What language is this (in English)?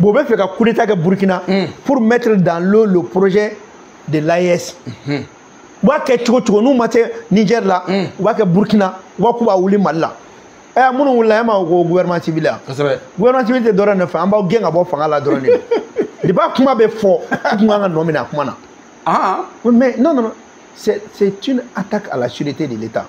Bambara